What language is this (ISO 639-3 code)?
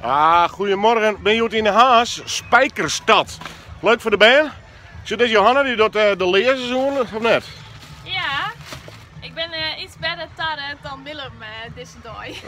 fry